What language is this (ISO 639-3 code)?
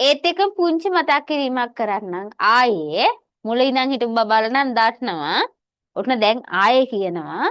sin